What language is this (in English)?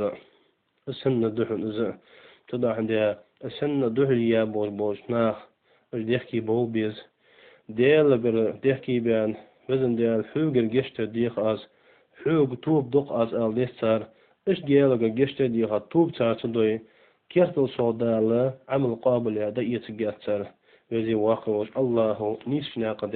Ingush